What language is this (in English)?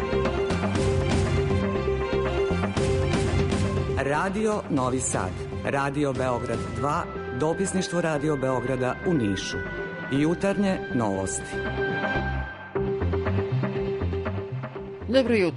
Serbian